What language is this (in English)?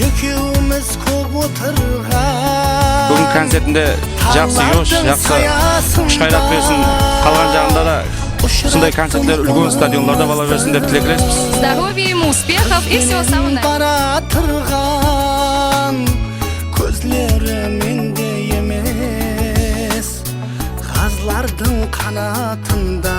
Kara-Kalpak